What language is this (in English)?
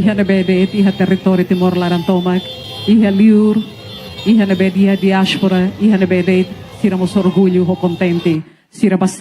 Tetum